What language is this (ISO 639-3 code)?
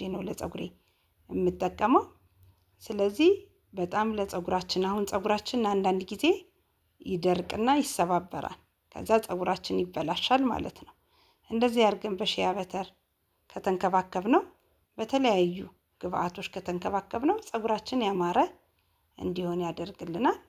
amh